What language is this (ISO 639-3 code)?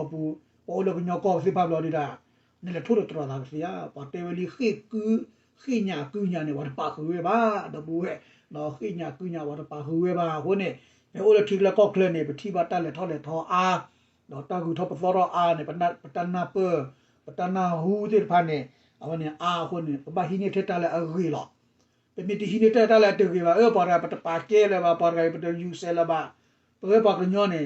ksw